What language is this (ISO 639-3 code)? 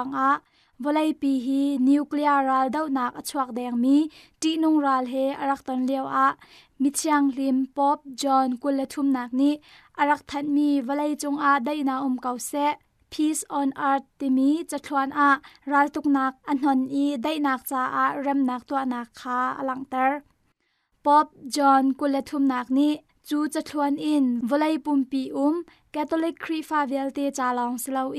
cnh